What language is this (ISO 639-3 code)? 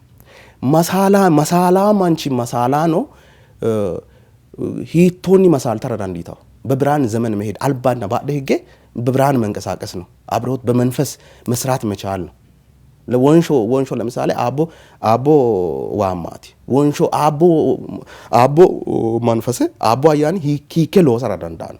sid